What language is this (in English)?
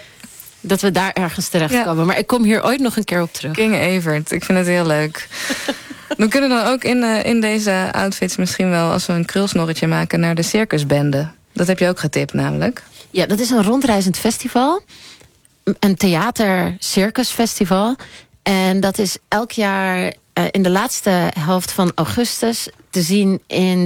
Dutch